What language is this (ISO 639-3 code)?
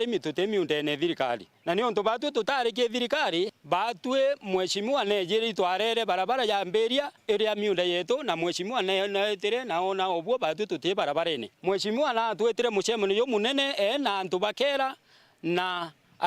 mer